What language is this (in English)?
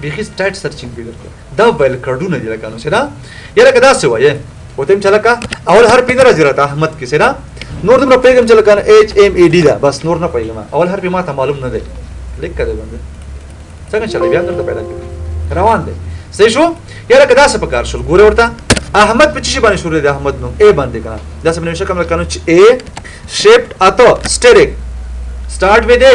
Pashto